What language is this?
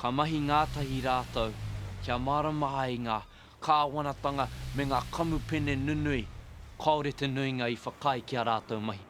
Māori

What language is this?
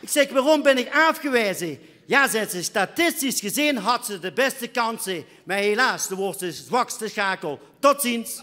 Limburgish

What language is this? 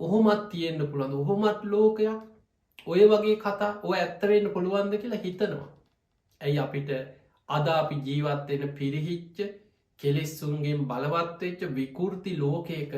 Sinhala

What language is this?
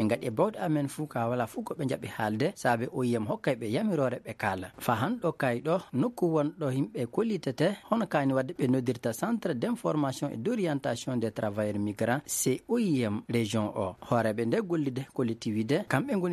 Fula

